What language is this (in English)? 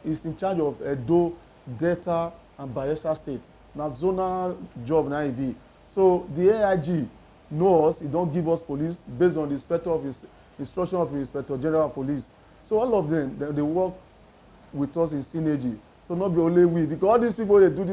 Nigerian Pidgin